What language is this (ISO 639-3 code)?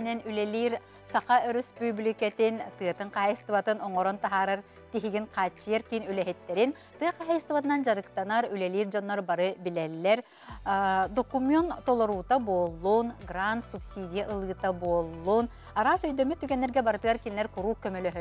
sah